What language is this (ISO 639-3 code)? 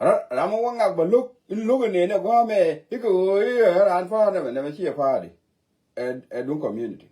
nus